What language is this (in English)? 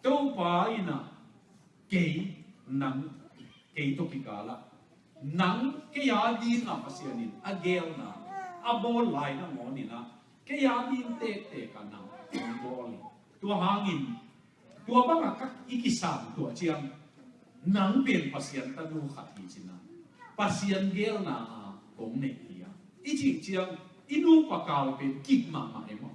Tedim Chin